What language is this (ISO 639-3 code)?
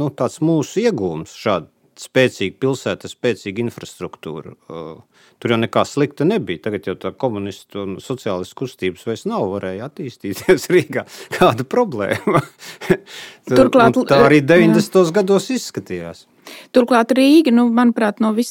lav